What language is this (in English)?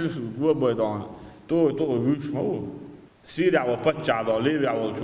Chechen